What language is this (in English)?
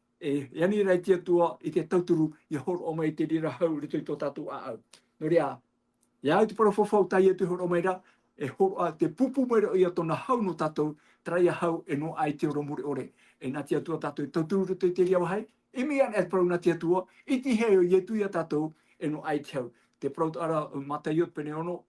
Tahitian